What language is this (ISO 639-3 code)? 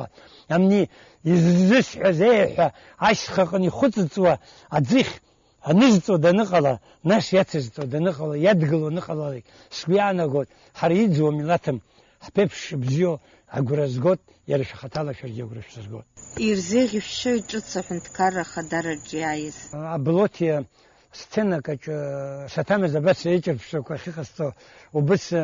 abk